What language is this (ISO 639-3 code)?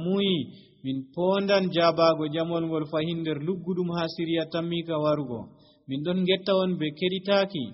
fuv